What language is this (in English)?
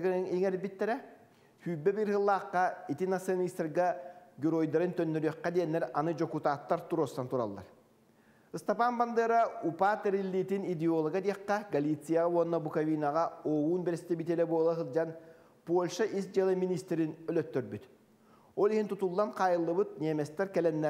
Yakut